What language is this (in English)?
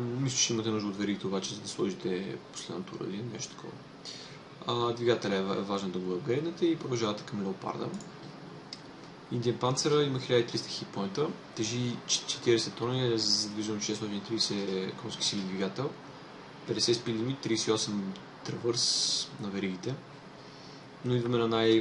Bulgarian